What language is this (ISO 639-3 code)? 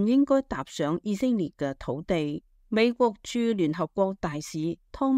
yue